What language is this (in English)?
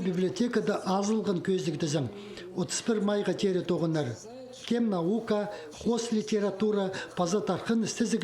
Khakas